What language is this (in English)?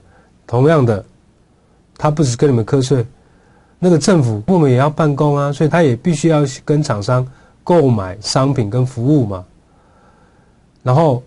Chinese